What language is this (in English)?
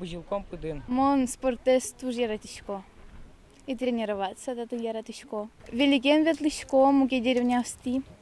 Udmurt